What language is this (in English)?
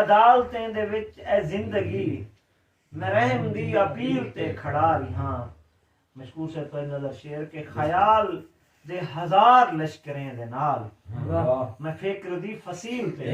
Saraiki